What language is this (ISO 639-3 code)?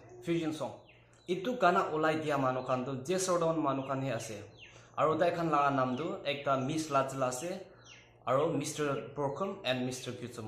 nag